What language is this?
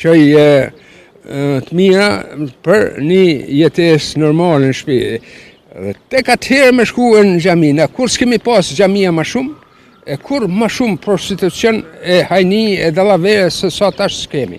Albanian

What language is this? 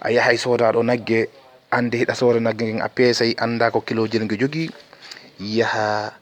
Fula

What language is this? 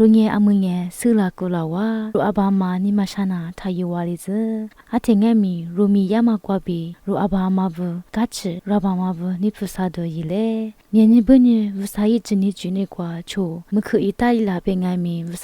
Lisu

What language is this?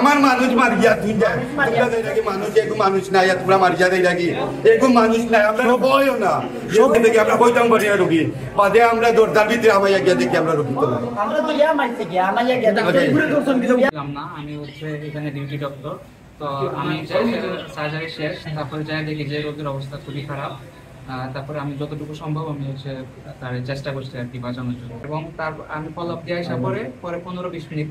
Sylheti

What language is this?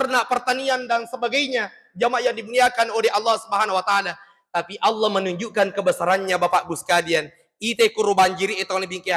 Buginese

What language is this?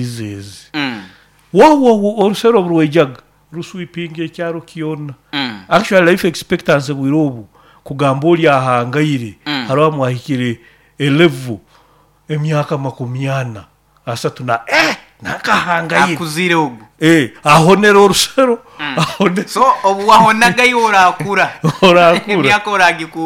Nyoro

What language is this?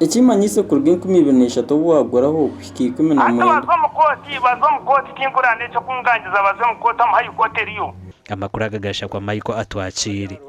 Nyankole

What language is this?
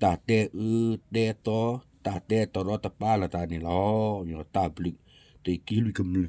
S'gaw Karen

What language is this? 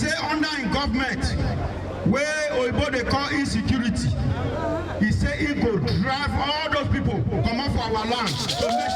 Nigerian Pidgin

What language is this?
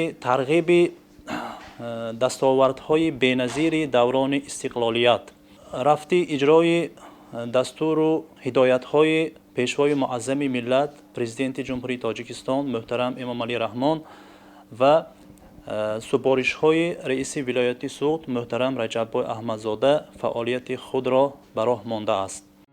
Tajik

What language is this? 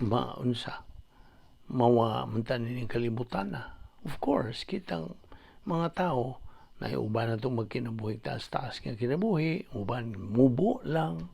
Cebuano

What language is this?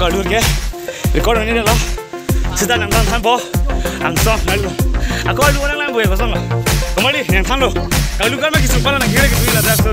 Karbi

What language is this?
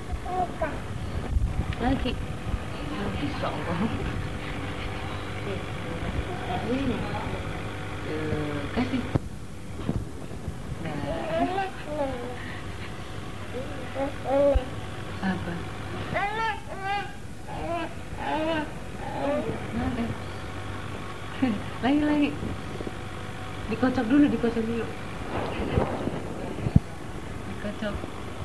Indonesian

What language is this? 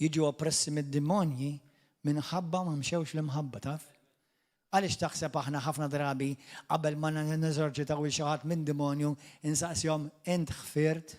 Maltese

